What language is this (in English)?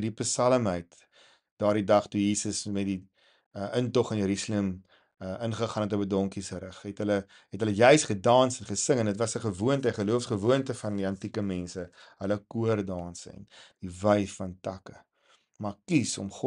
Afrikaans